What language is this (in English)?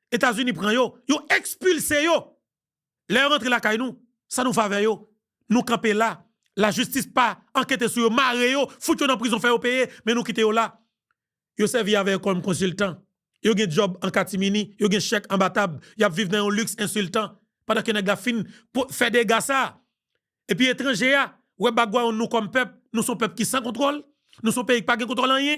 Haitian Creole